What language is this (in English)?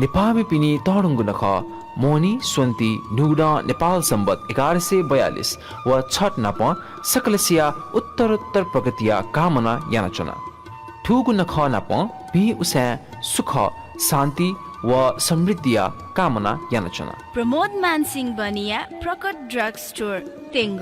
Newari